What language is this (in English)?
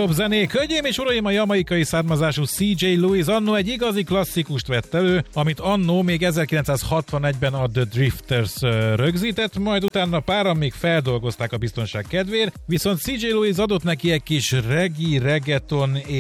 Hungarian